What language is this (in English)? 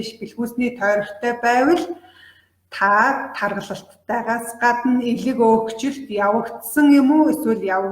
Mongolian